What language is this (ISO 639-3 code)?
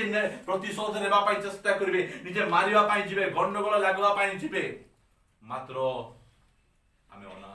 ori